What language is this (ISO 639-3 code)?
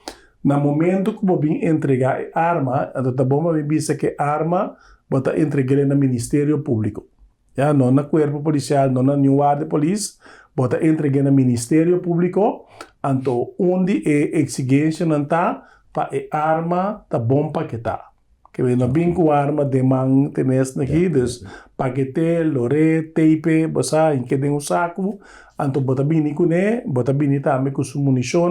pap